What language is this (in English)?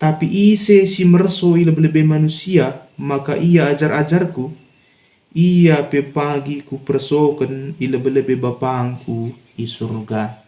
Batak Karo